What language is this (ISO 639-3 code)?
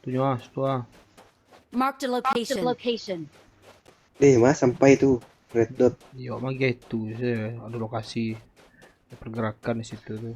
min